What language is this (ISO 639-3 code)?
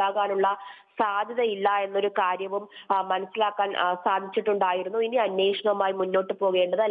mal